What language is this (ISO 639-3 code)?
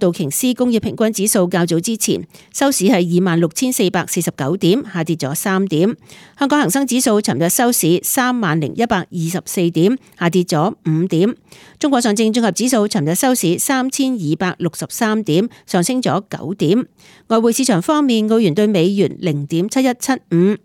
yue